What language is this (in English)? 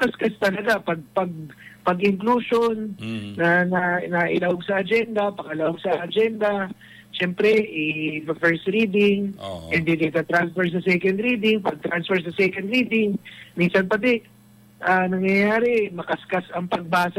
Bikol